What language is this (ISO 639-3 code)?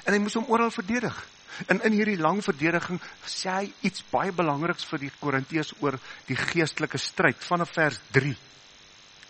afr